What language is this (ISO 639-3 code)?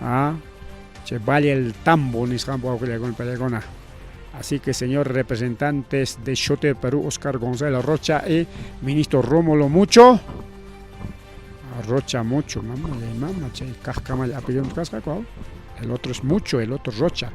quy